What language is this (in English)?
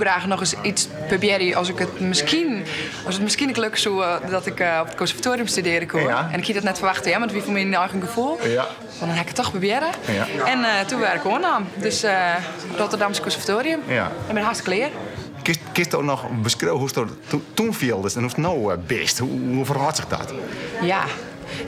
Western Frisian